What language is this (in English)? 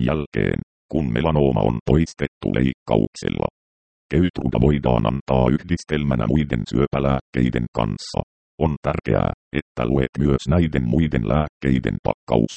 Finnish